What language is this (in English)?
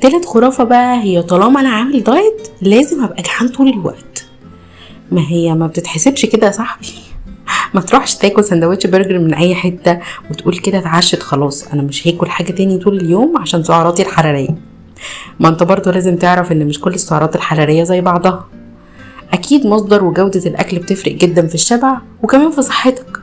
Egyptian Arabic